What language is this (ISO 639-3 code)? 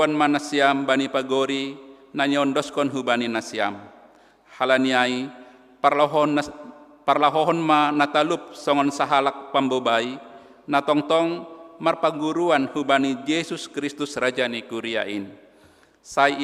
bts